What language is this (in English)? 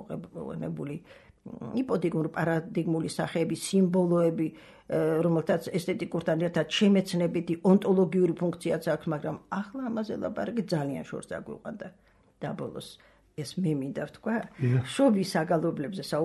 Georgian